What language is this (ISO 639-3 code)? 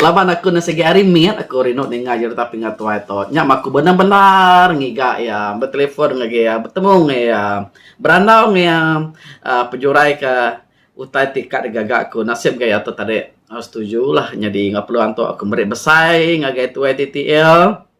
iba